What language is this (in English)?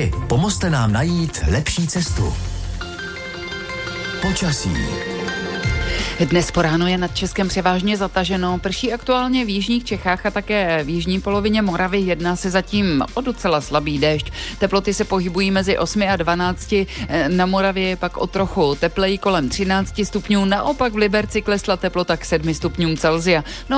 Czech